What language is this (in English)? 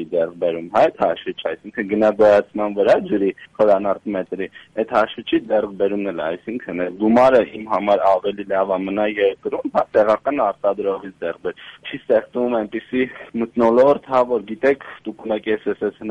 Armenian